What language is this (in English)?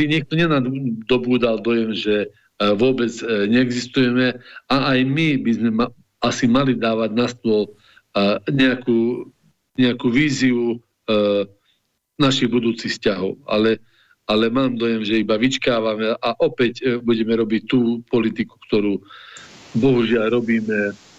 Slovak